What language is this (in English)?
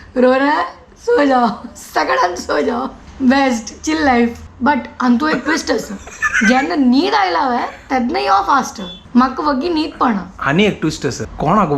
Konkani